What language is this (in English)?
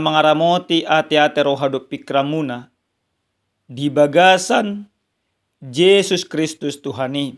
Batak Toba